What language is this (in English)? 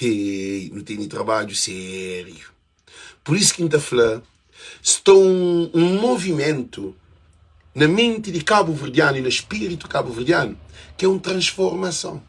Kabuverdianu